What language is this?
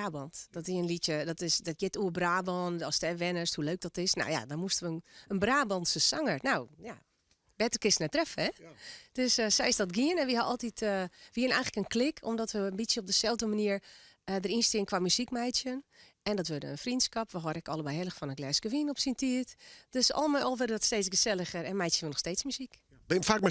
Western Frisian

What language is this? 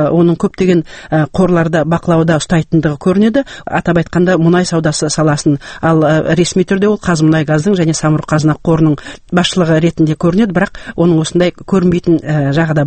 Kazakh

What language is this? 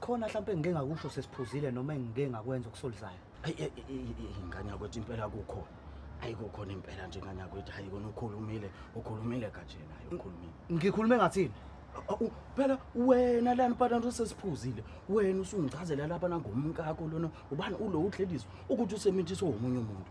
Zulu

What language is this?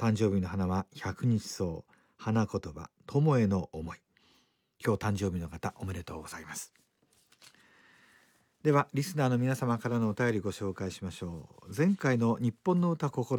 Japanese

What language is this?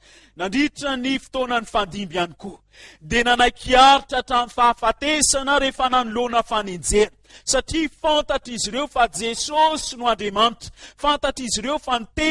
Malagasy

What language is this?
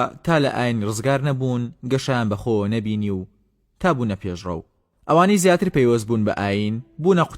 Central Kurdish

